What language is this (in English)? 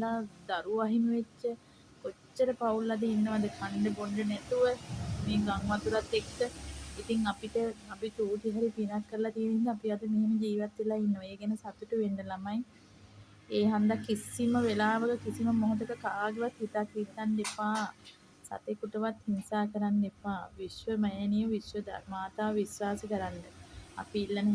Sinhala